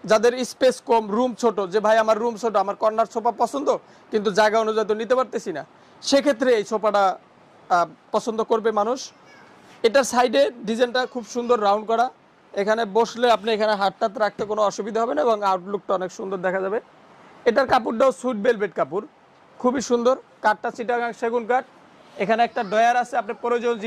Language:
Bangla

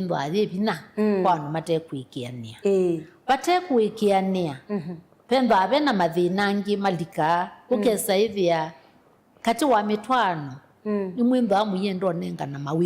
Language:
Kamba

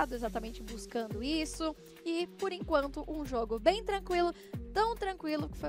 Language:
Portuguese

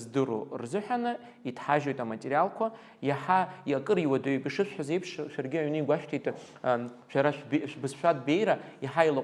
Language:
Abkhazian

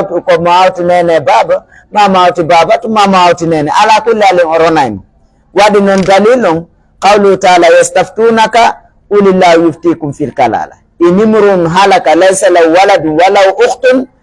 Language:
Pular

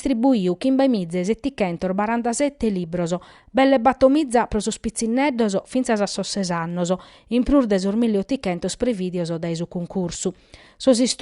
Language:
Sardinian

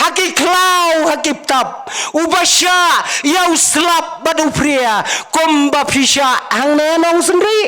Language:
Khasi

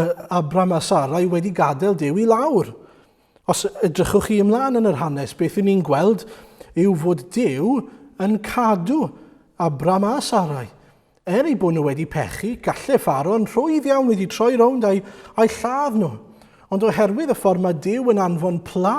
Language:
Welsh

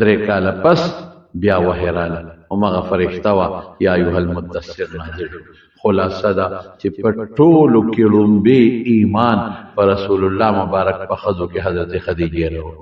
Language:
Pashto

